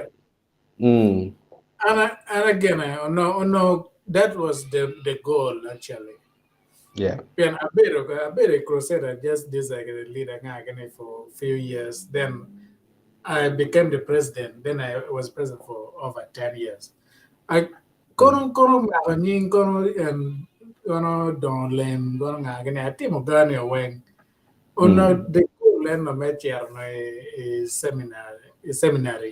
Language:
Acoli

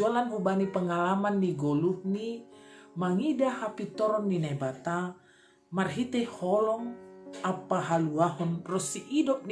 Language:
Batak Simalungun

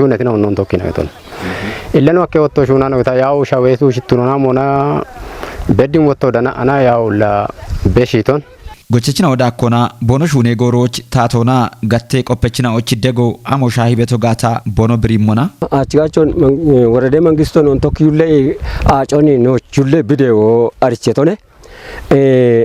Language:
Kafa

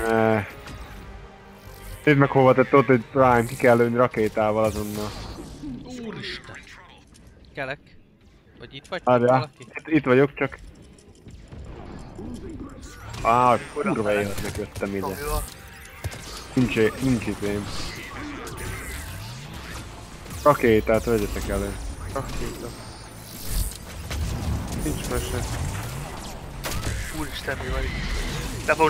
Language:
Hungarian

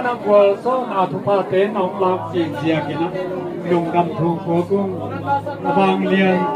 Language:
Tedim Chin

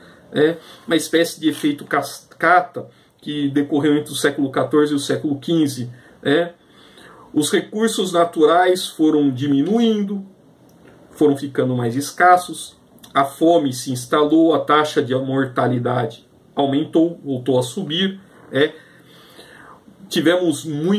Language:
Portuguese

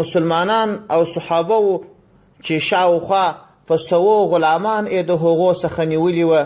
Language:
Pashto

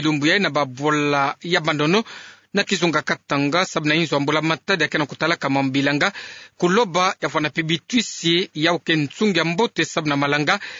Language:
Kituba (Democratic Republic of Congo)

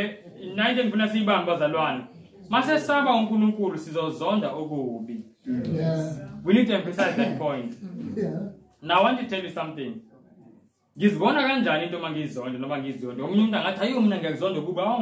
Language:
Zulu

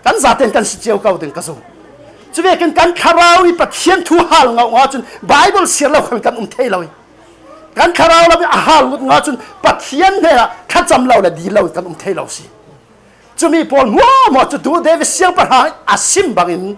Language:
Falam Chin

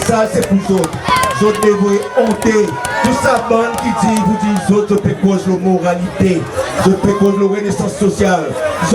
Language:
Seselwa Creole French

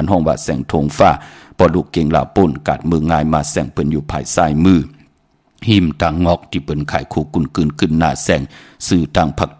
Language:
Shan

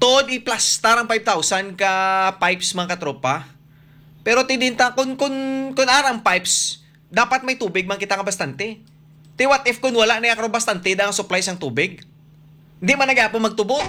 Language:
Hiligaynon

